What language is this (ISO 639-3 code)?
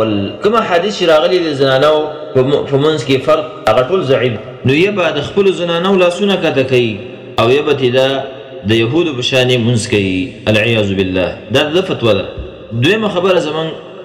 pus